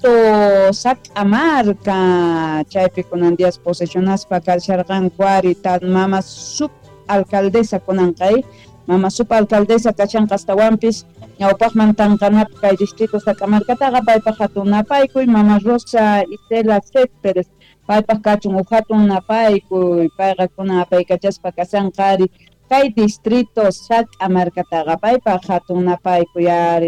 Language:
South Bolivian Quechua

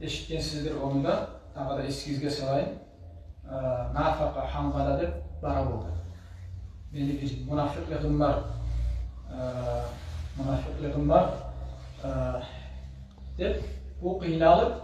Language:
Kumyk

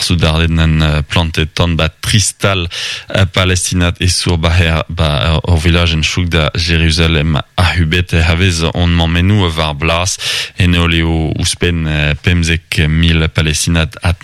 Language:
Breton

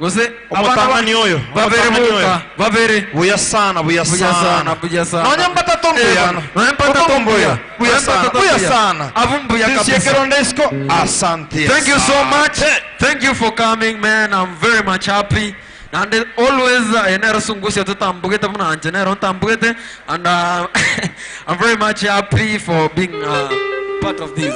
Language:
Gusii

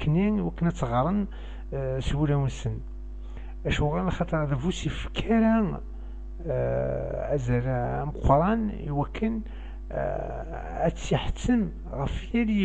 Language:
Kabyle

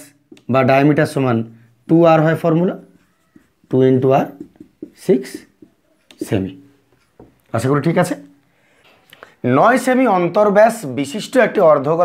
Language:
Bangla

